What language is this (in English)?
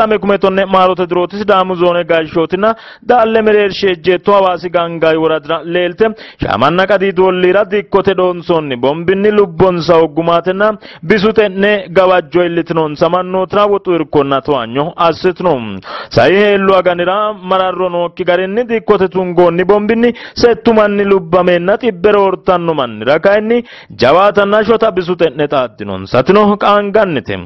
Sidamo